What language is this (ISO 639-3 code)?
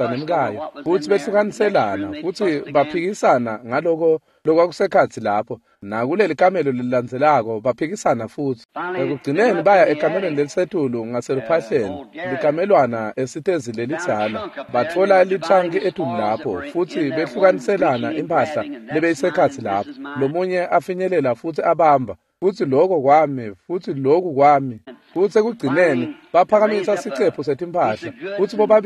ssw